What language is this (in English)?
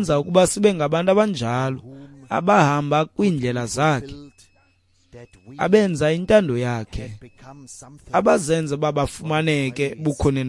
Xhosa